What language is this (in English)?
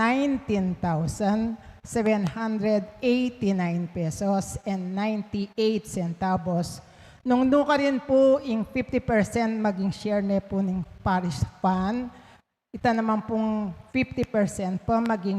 Pampanga